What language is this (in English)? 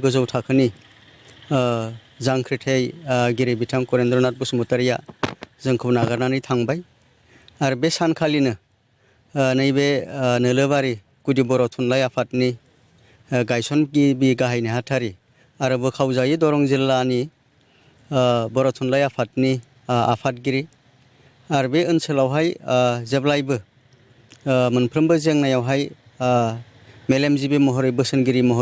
Bodo